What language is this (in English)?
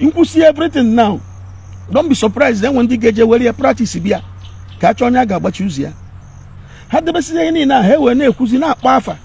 Igbo